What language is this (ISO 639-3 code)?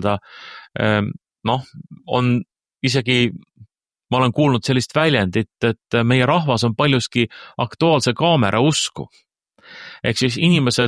est